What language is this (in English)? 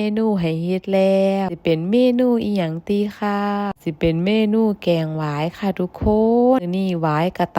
Northeastern Thai